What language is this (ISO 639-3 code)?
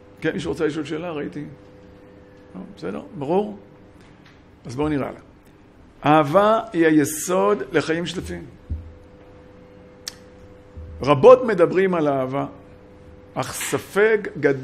heb